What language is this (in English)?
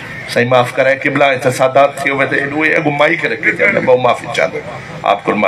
Saraiki